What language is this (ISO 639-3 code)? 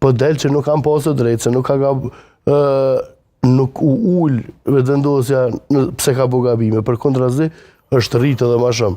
sqi